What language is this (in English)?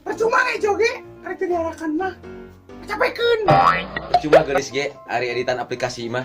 Sundanese